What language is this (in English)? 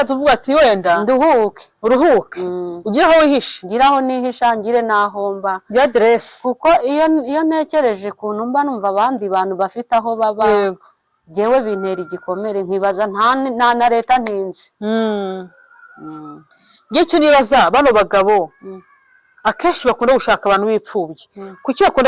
Kinyarwanda